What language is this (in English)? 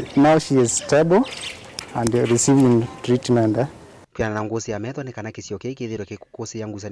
Kamba